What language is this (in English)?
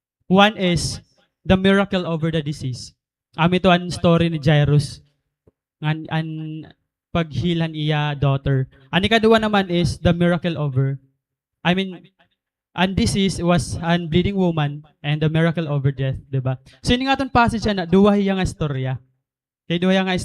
Waray